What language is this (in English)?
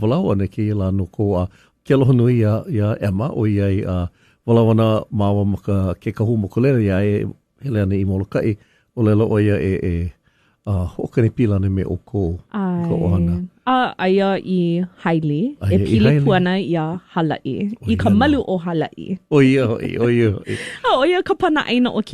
Hawaiian